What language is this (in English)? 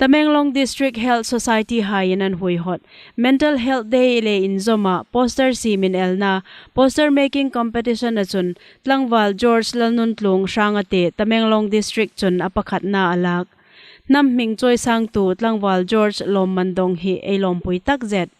Hmar